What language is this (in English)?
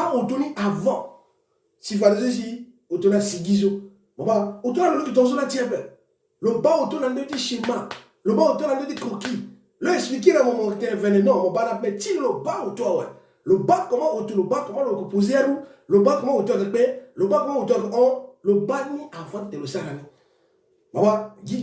Sango